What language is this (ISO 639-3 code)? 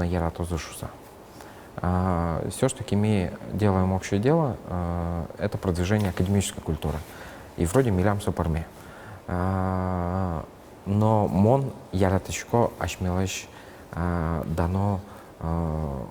udm